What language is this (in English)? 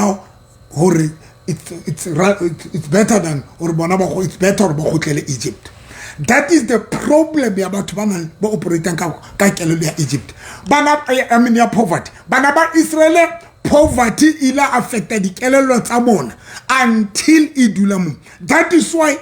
Southern Sotho